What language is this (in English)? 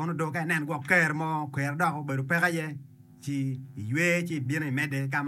Acoli